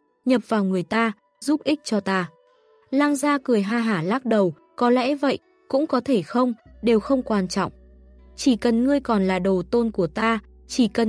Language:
Vietnamese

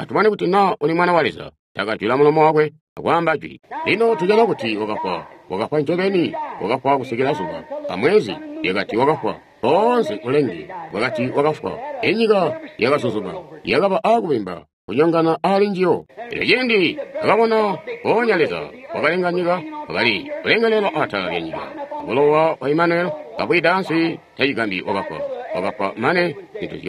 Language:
Tonga (Zambia)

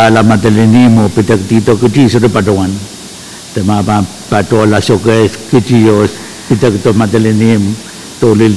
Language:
Pohnpeian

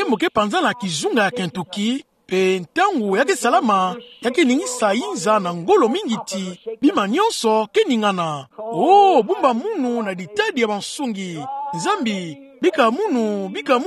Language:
Kituba (Democratic Republic of Congo)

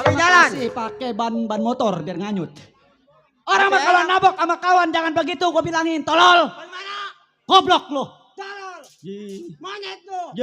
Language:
Betawi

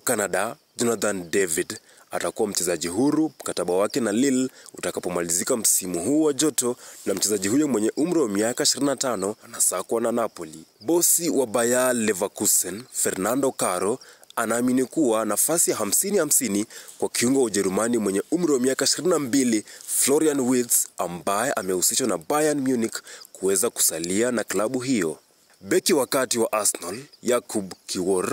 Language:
Swahili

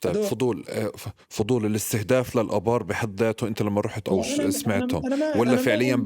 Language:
North Levantine Arabic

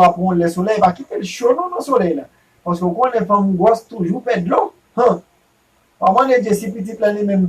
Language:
Haitian Creole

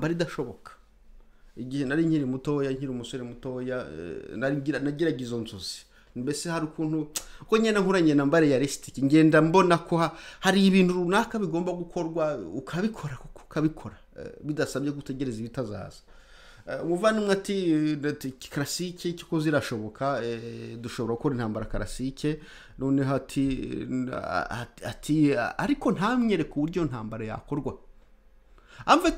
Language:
Kinyarwanda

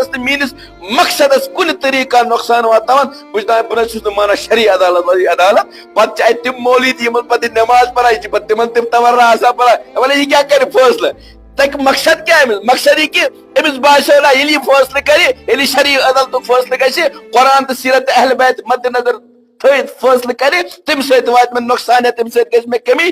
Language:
Kashmiri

